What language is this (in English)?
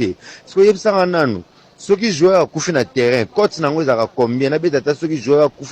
Lingala